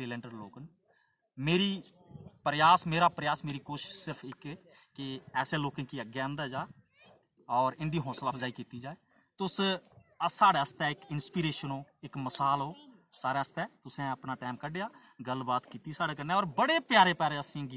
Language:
Dogri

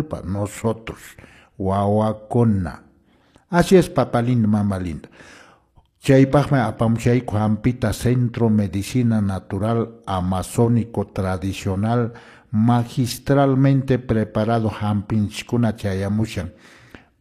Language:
Quechua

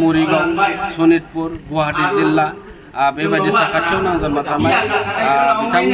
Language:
Bodo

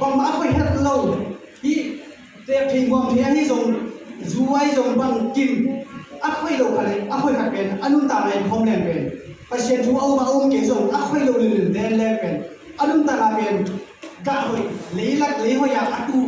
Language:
Tedim Chin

